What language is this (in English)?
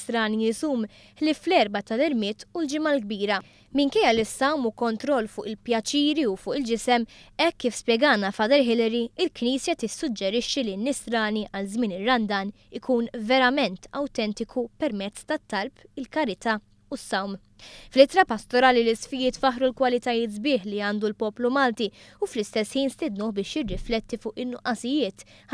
Maltese